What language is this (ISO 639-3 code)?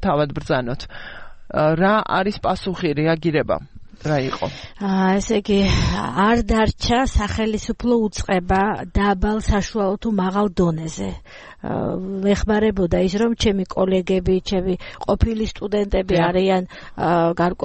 kat